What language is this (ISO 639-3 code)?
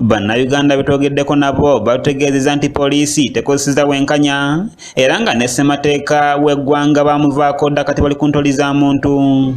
lug